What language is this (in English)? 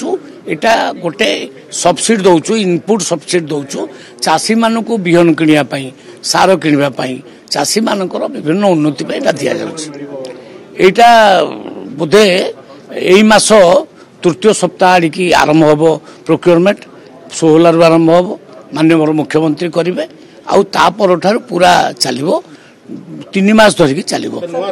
Odia